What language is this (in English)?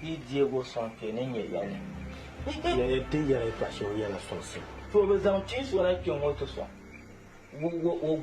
Dagbani